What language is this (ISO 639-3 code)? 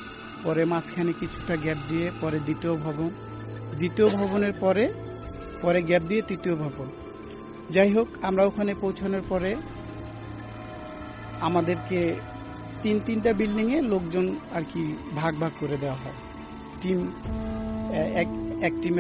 ben